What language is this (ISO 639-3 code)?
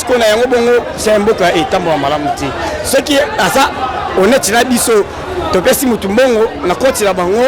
lin